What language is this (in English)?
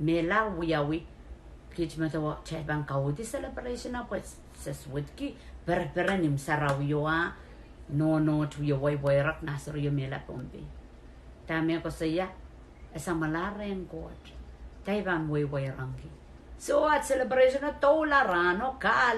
Pohnpeian